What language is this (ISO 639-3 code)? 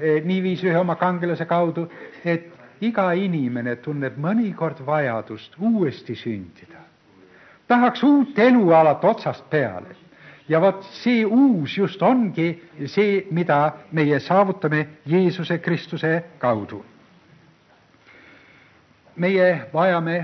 est